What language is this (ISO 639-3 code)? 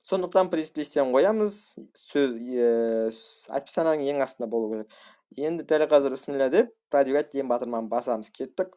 kaz